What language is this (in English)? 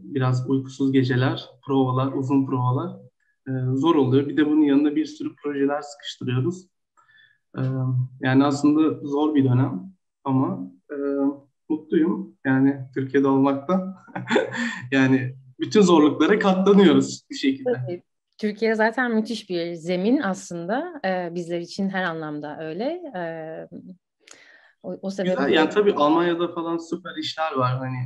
Turkish